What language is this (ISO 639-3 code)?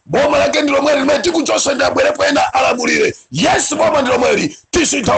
nya